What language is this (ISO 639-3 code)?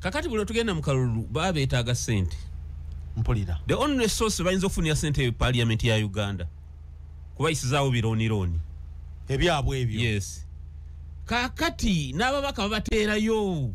lug